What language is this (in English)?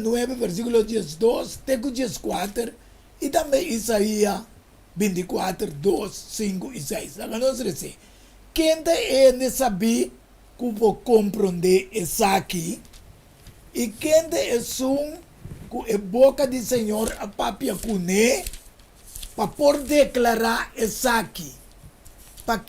Papiamento